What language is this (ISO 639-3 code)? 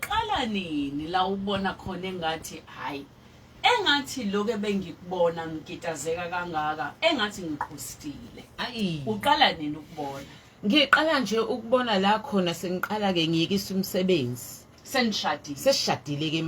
zul